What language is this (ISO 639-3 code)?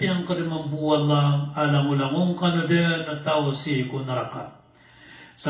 mrw